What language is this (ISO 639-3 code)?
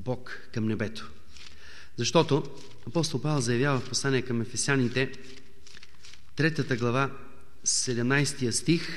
bul